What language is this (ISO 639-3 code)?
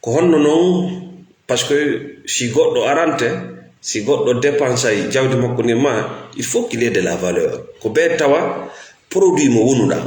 ful